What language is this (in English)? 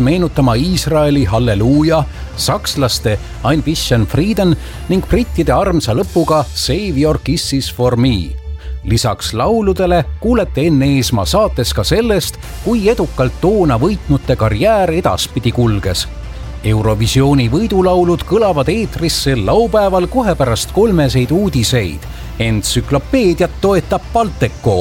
Estonian